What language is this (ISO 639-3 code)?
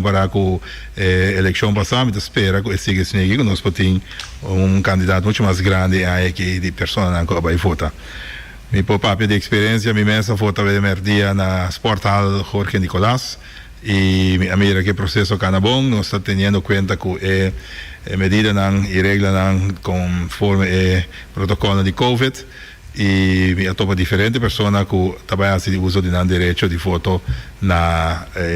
pap